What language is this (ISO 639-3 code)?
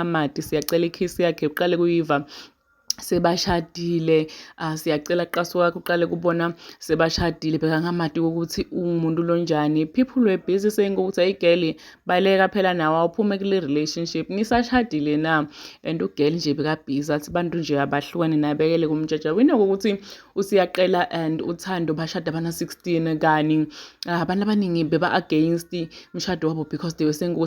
zul